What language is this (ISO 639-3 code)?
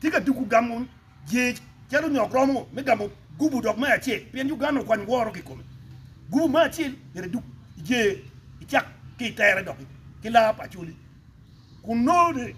ach